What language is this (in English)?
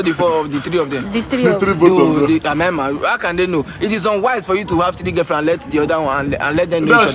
Nigerian Pidgin